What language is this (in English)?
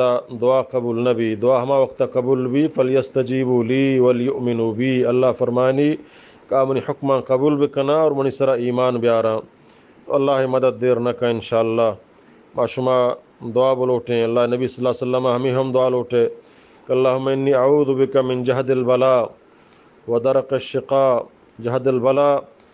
Eastern Balochi